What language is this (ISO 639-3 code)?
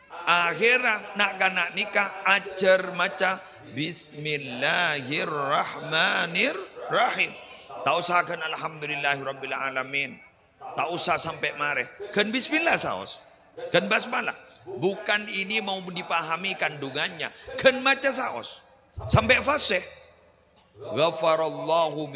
mad